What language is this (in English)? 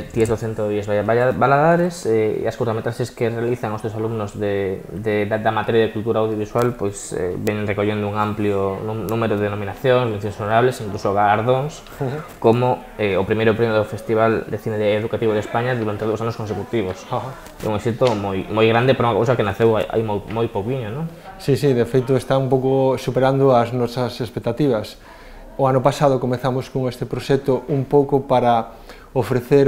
Galician